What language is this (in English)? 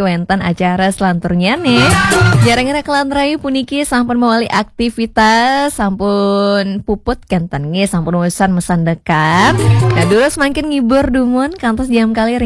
Balinese